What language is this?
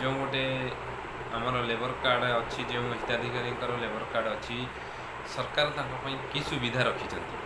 Odia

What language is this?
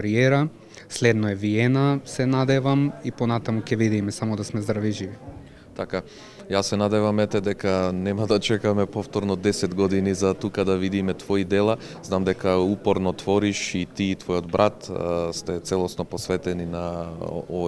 Macedonian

